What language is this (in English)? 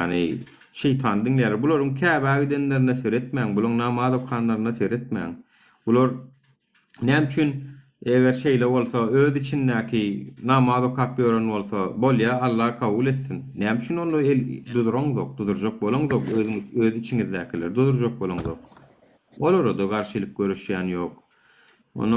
Turkmen